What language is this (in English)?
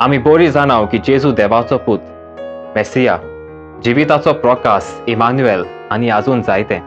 Konkani